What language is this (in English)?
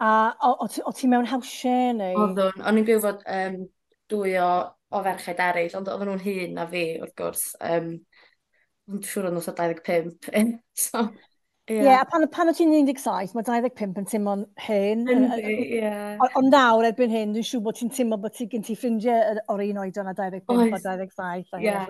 Welsh